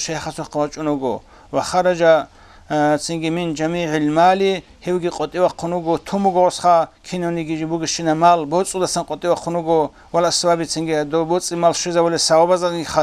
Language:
Avaric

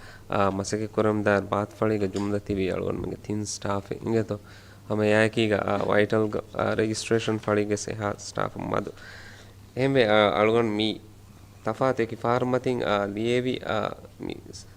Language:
Divehi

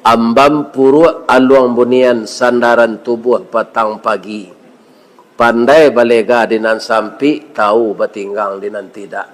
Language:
Minangkabau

